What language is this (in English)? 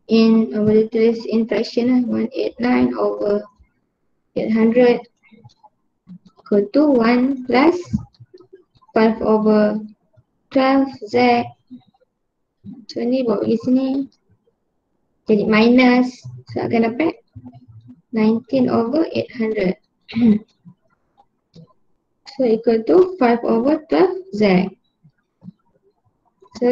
Malay